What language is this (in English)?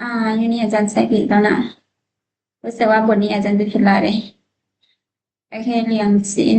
Lao